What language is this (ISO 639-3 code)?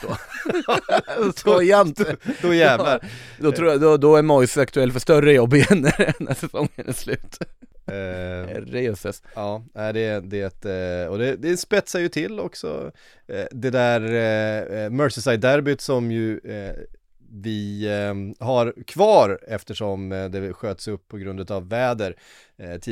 swe